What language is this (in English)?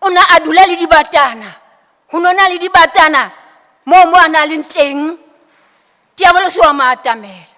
Southern Sotho